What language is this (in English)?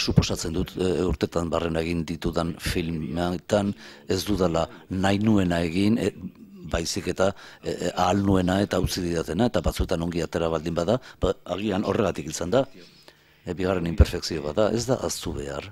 Basque